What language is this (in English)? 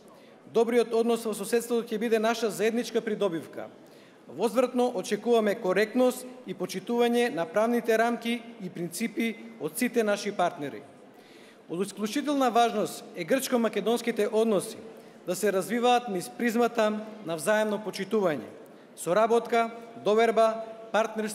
Macedonian